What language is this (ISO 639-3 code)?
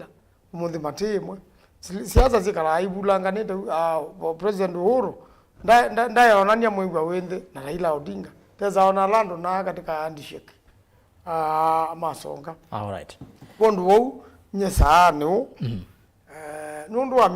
kam